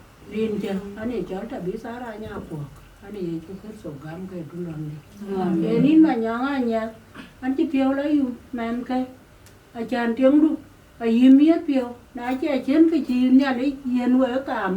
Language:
Dinka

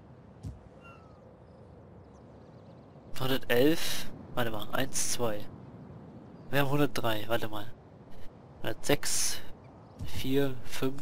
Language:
German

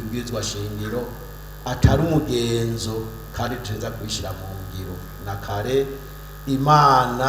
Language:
Rundi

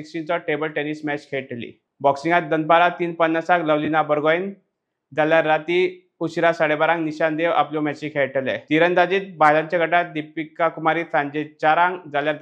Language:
Konkani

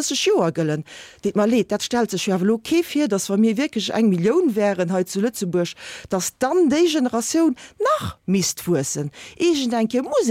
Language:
Luxembourgish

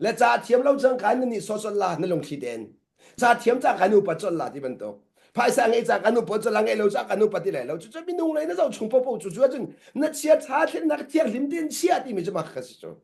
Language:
Hakha Chin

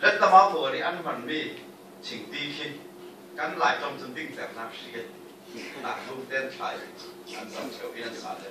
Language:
Falam Chin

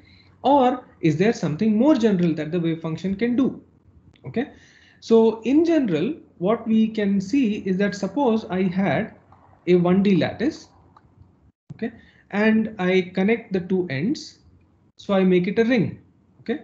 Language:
English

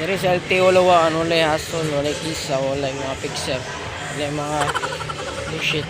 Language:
Cebuano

